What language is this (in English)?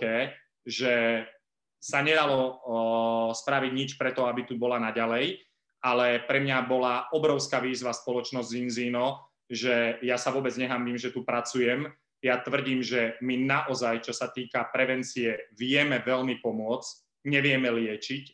Slovak